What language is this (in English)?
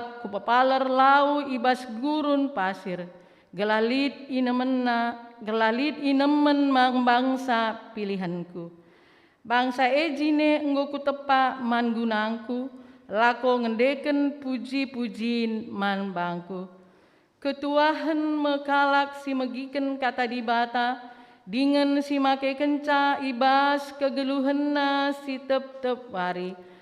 Batak Karo